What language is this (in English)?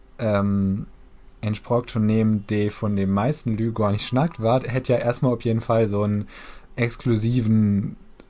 Low German